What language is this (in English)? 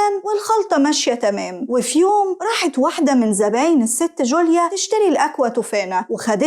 Egyptian Arabic